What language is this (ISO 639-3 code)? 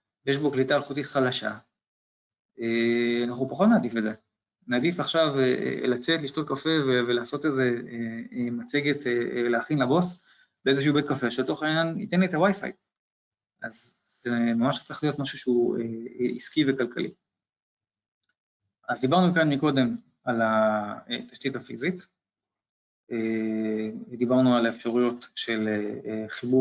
heb